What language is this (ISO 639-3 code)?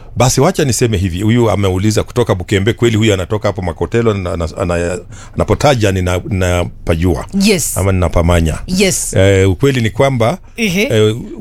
swa